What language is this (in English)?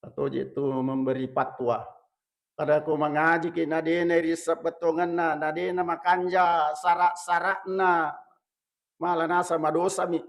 Buginese